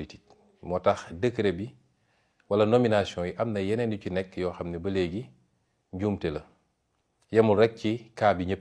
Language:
Wolof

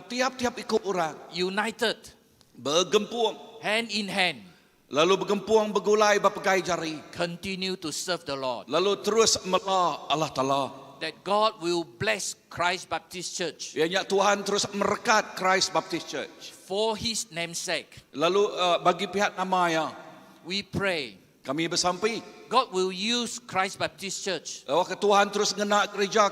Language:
Iban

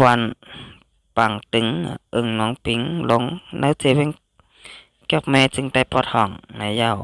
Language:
Shan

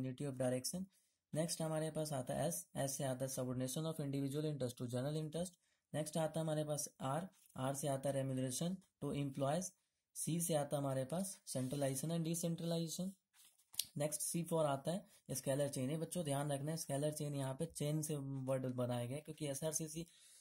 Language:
Hindi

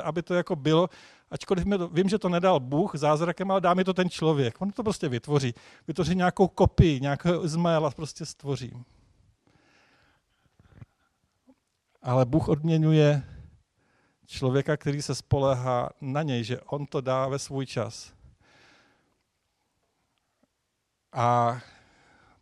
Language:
Czech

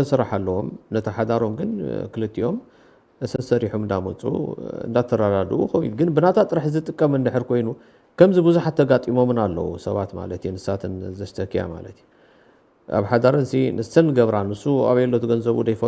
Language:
Tigrinya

